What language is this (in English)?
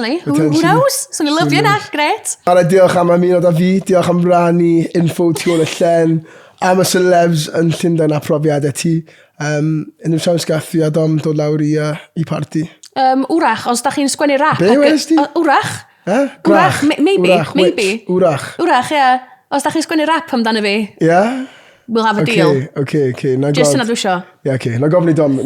Welsh